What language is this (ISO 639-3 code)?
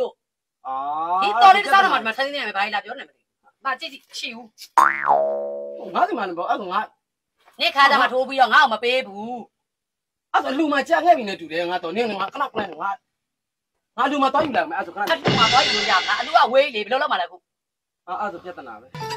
mya